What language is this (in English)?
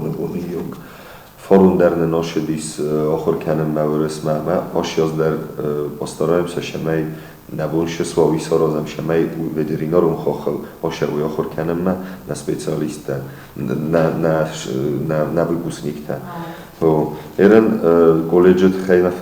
Ossetic